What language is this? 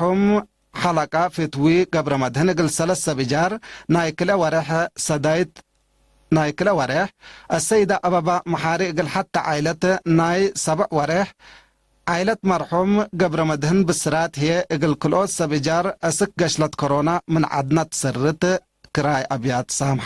Tigre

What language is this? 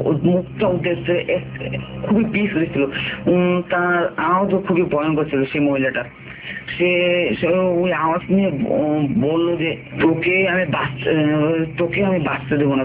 Bangla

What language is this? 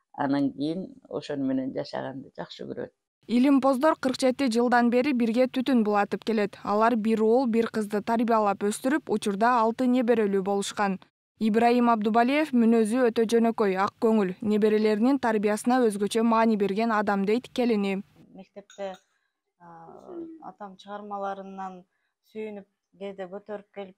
Kyrgyz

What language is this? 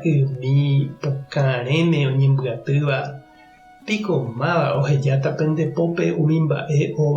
Guarani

